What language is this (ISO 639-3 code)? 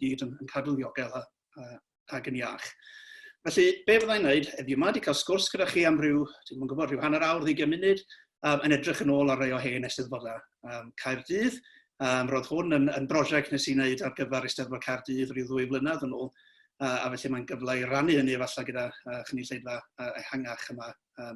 cym